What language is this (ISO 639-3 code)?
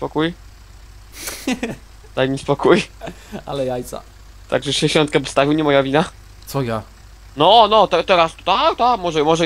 pol